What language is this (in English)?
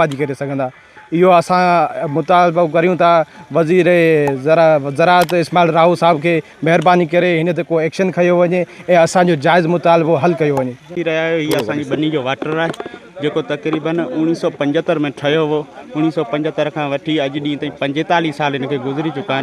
Sindhi